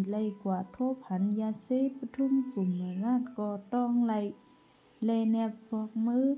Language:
Shan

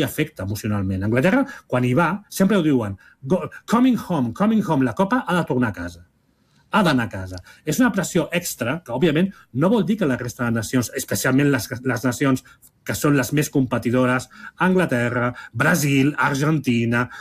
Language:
Catalan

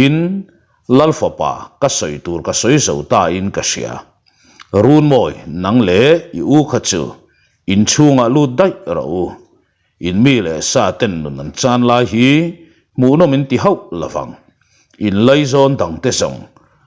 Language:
Mizo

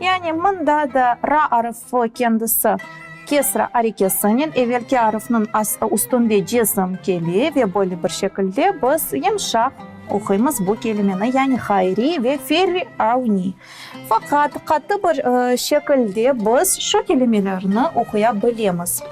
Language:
Crimean Tatar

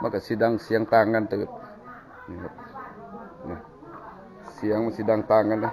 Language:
Northeastern Thai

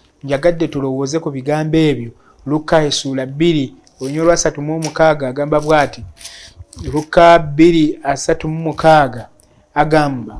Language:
Ganda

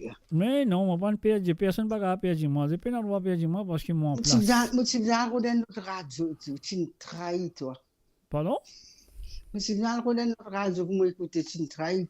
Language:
Morisyen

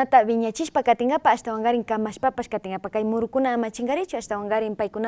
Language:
Quechua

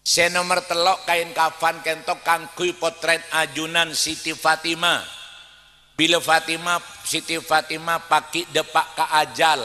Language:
Madurese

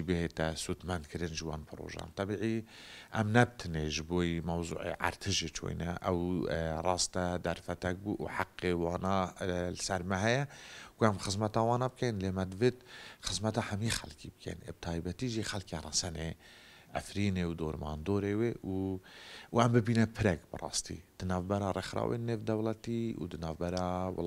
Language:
Kurdish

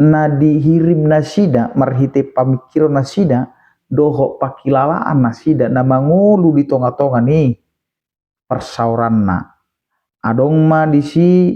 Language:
Batak Toba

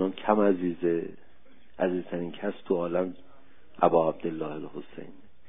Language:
Persian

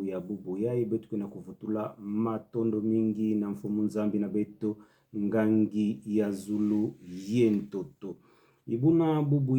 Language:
Kituba (Democratic Republic of Congo)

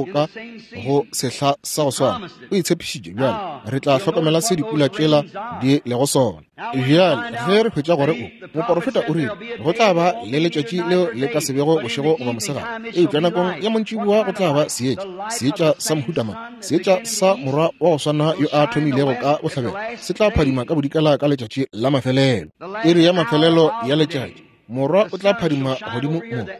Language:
Northern Sotho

